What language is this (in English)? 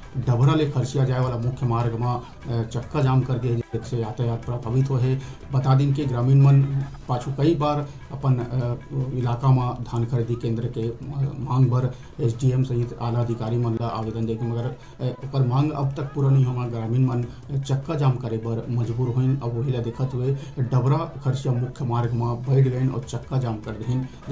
Chhattisgarhi